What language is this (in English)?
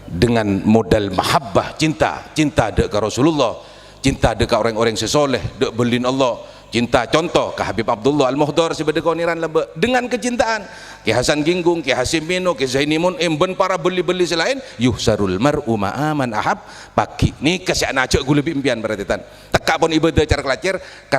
Madurese